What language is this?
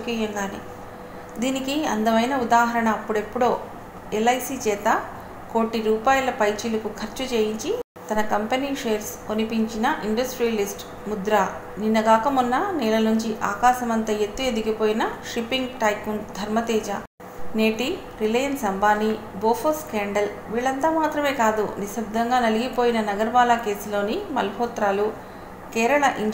Telugu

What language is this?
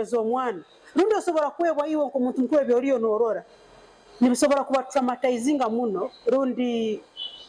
Nyankole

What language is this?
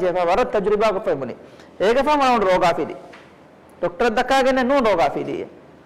Divehi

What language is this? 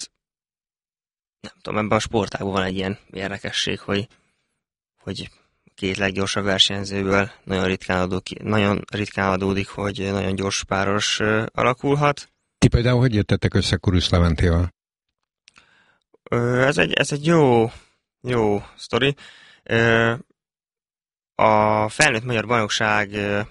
Hungarian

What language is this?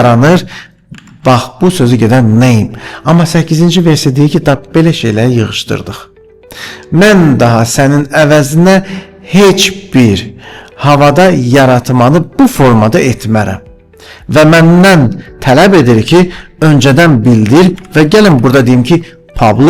Azerbaijani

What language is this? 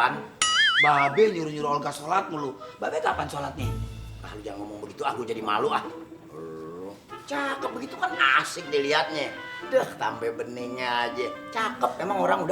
Betawi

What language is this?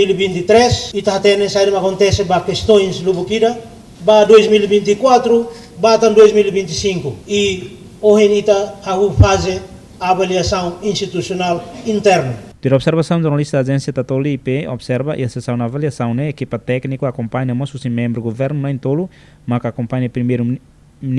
Tetum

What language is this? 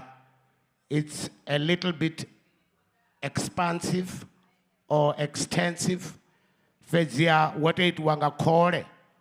Venda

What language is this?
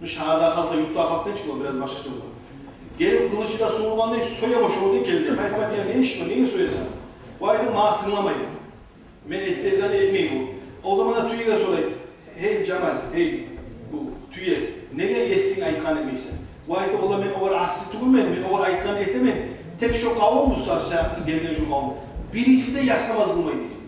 Kumyk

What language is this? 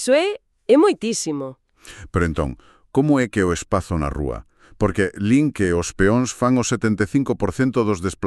Galician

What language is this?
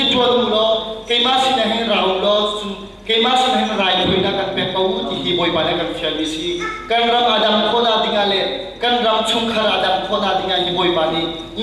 Hakha Chin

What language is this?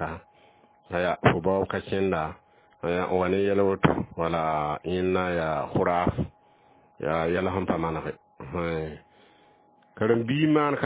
Mossi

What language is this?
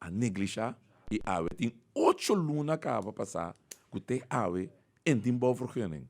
Papiamento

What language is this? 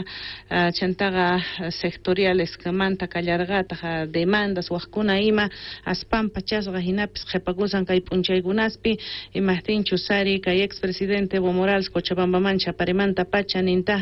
South Bolivian Quechua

